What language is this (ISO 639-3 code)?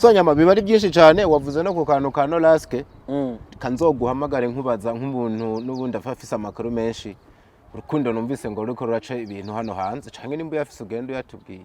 run